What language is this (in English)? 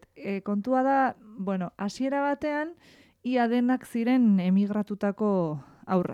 Basque